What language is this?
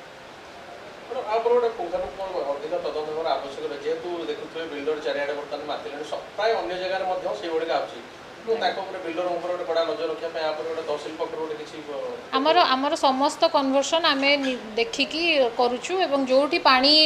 Odia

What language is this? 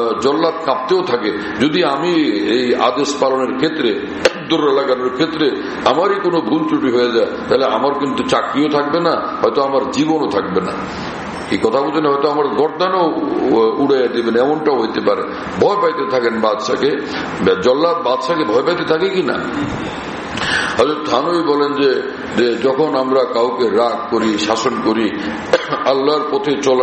Bangla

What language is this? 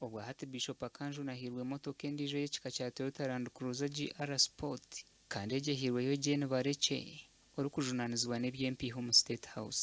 Nyankole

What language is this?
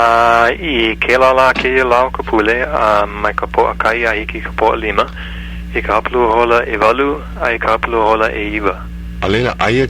Hawaiian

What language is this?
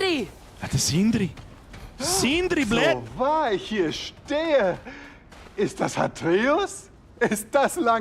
Bavarian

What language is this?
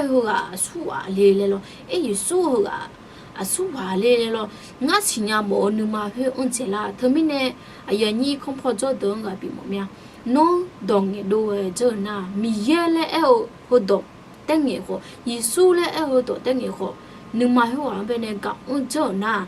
Akha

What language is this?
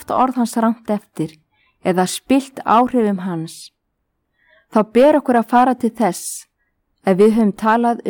Icelandic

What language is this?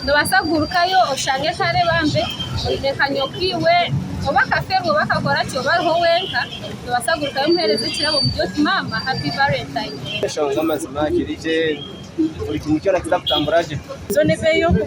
Nyankole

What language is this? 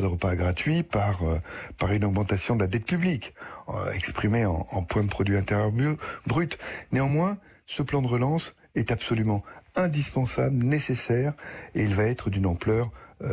French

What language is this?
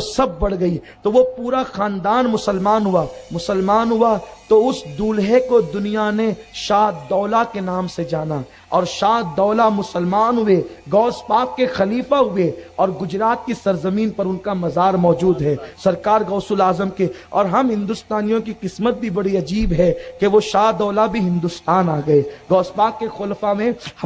Urdu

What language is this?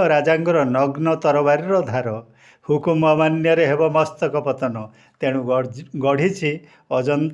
Odia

